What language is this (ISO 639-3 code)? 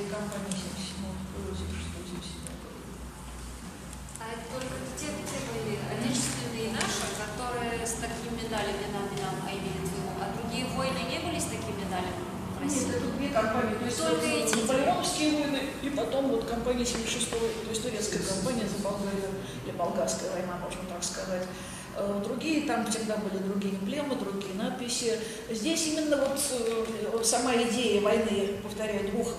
rus